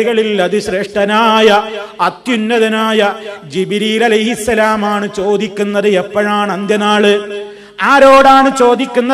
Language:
Malayalam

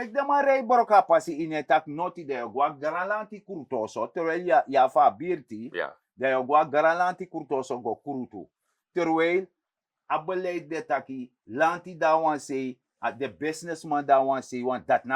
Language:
Sranan Tongo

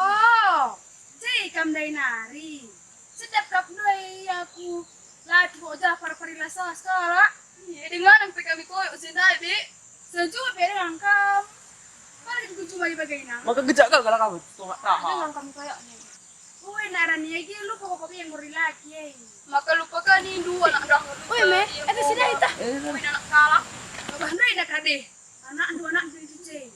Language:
Batak Karo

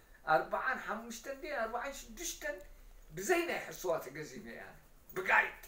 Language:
Tigrinya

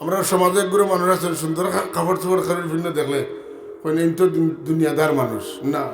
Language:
Sylheti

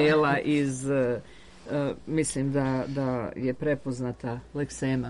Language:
Serbian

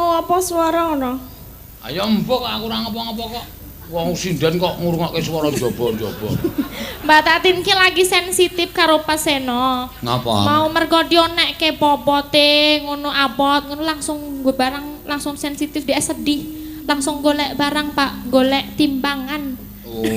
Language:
Javanese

